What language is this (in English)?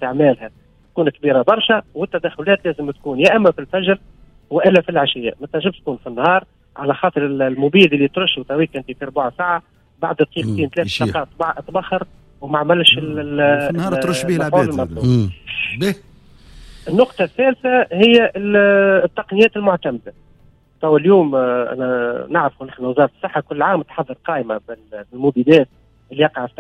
Tunisian Arabic